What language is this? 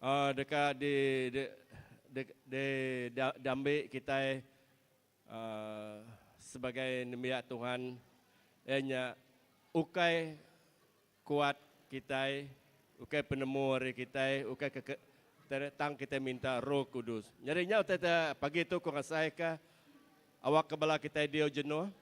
Iban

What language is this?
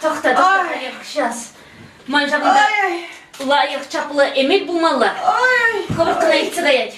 Chuvash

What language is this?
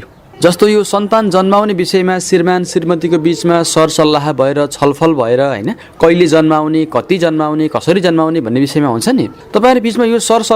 Nepali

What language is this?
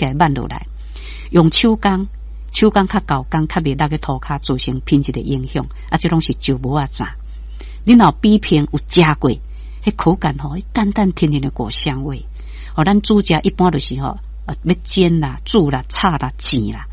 Min Nan Chinese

